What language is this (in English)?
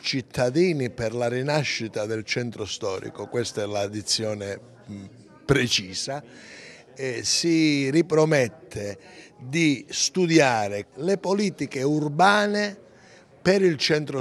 Italian